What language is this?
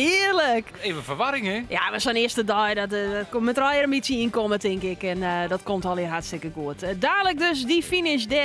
Western Frisian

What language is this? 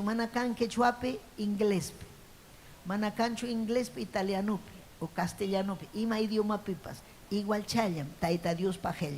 Ayacucho Quechua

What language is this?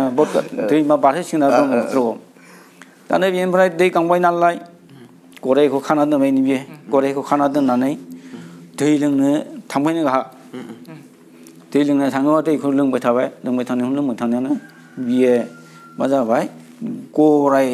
Bodo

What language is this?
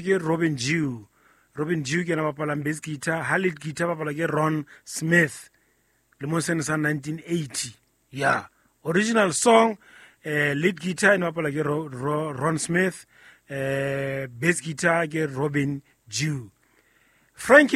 Southern Sotho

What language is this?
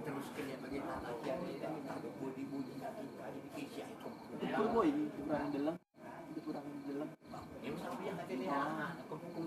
Batak Dairi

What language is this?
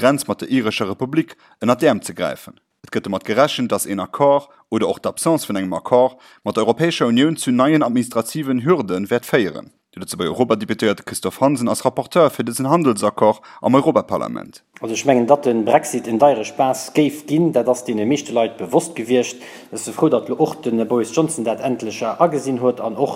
Luxembourgish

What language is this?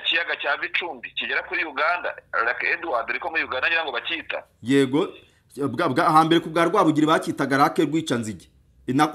Kinyarwanda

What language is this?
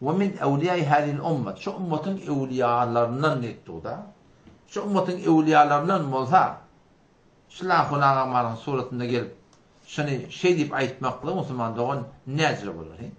Turkmen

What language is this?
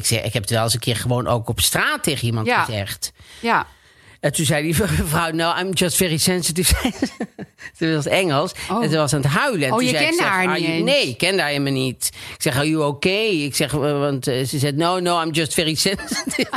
Dutch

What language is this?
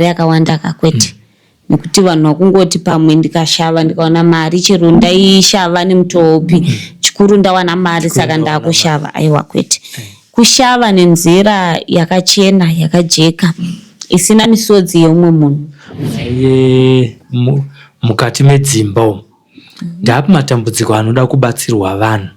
Shona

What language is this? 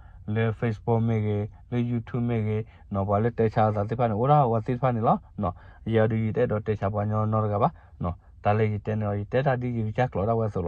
S'gaw Karen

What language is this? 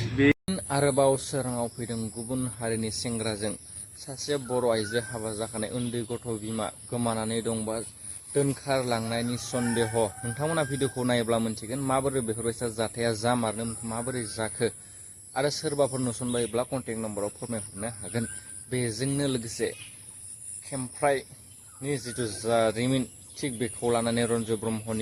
Bodo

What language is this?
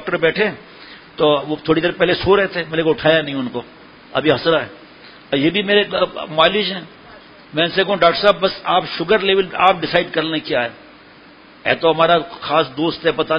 Urdu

